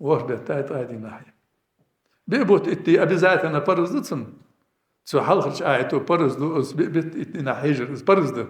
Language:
Ingush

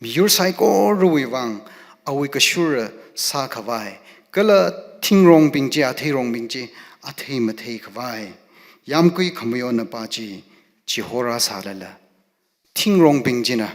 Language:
Tangkhul Naga (India)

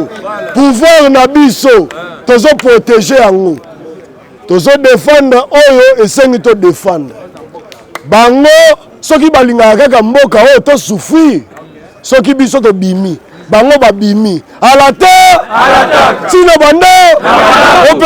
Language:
Lingala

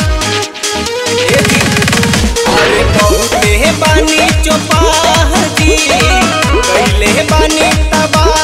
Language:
Bhojpuri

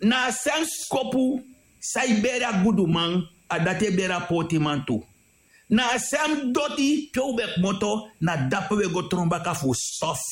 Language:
Sranan Tongo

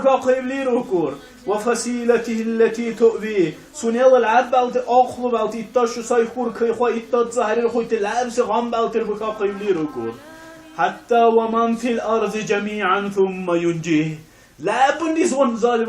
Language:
Dargwa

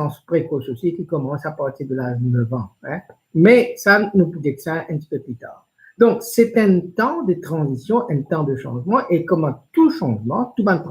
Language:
Morisyen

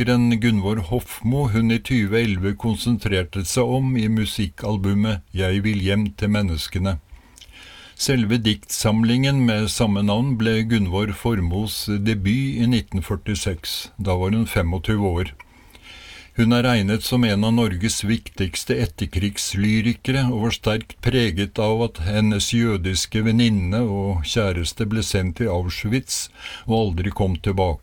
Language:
Norwegian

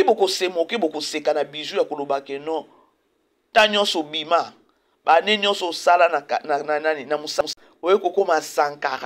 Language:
Lingala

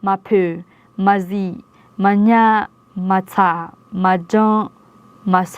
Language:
Akha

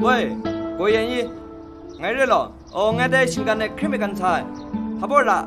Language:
Kachin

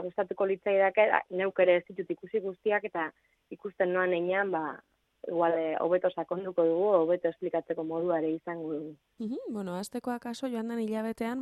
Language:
Basque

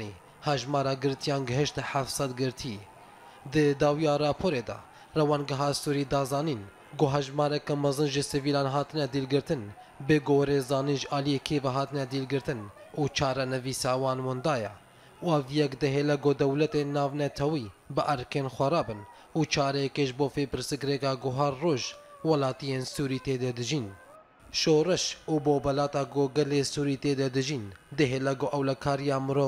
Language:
Kurdish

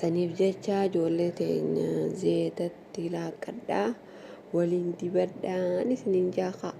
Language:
Oromo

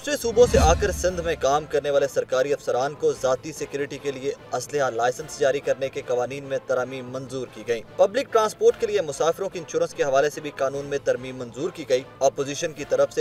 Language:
Urdu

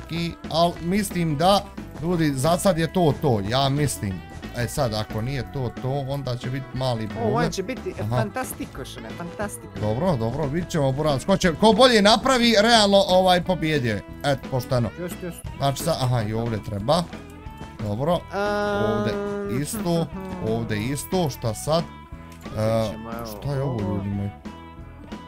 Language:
Bosnian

